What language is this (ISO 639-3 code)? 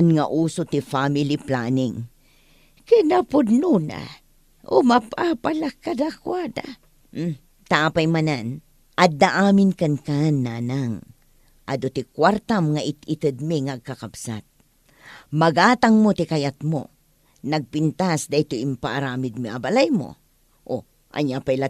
ilo